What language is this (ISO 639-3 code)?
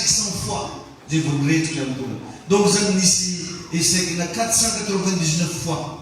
mlg